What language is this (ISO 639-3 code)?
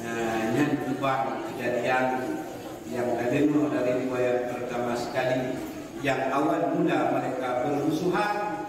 ace